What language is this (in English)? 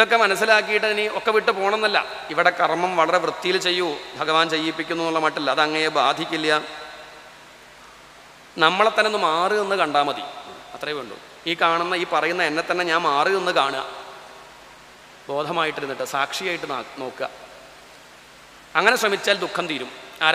Malayalam